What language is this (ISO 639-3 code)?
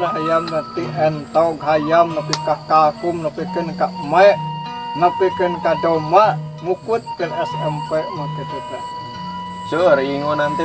sun